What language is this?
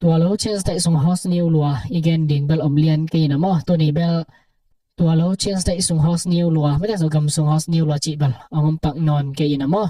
Tedim Chin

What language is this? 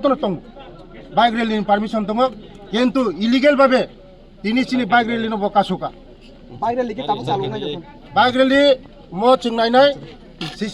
Kok Borok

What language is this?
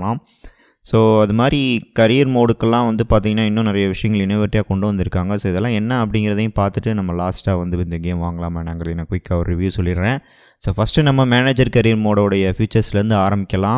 Tamil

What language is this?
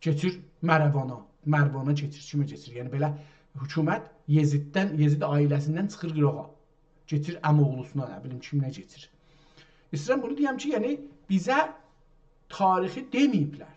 South Azerbaijani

